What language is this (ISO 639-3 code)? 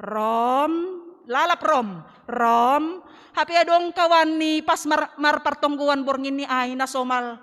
bts